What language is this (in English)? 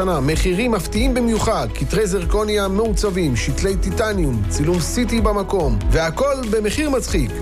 Hebrew